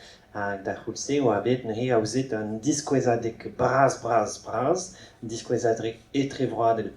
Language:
Breton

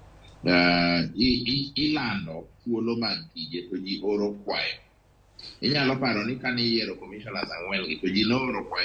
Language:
Luo (Kenya and Tanzania)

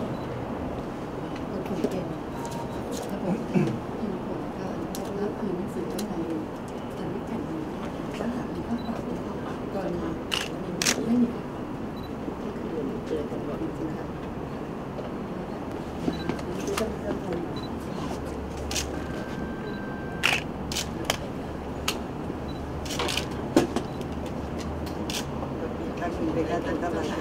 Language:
Thai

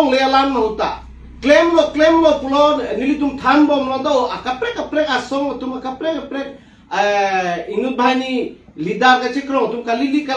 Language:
Karbi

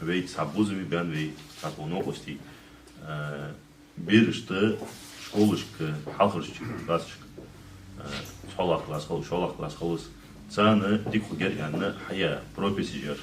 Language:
Ingush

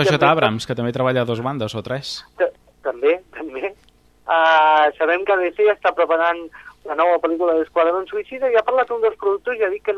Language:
Catalan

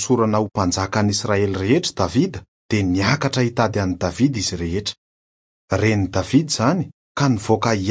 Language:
Malagasy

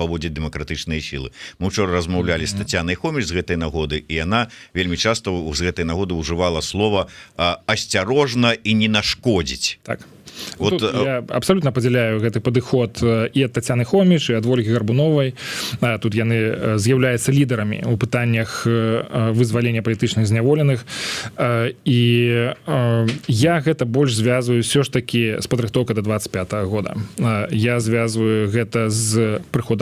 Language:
Belarusian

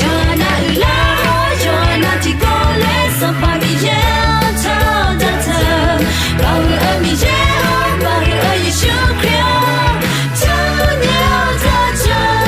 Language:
Akha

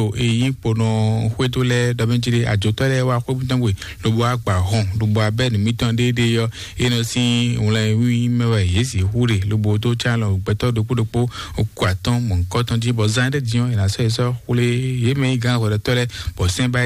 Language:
Fon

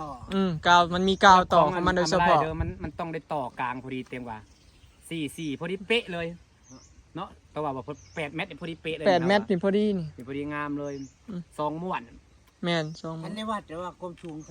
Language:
Northeastern Thai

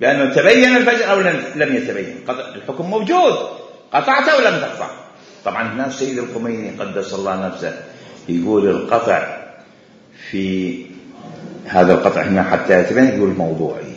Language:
Mesopotamian Arabic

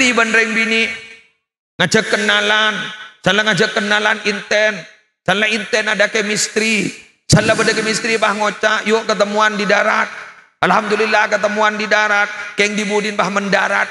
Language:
Madurese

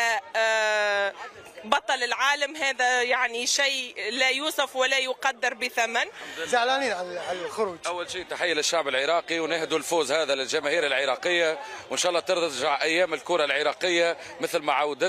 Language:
Mesopotamian Arabic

